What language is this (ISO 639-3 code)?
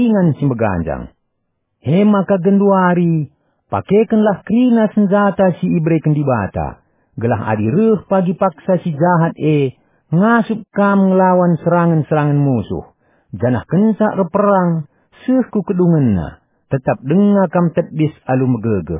btx